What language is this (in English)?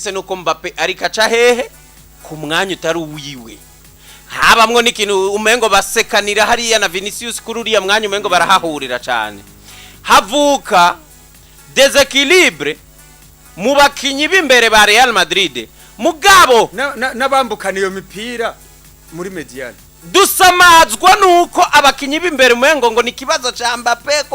Rundi